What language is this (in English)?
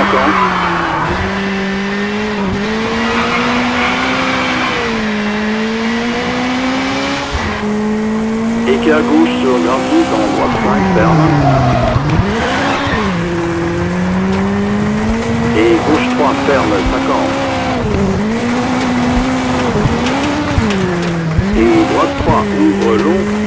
French